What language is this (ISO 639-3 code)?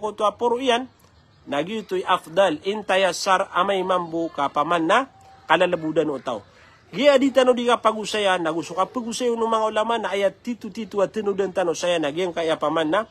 mrw